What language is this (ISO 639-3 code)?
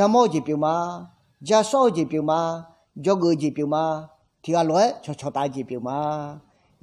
ahk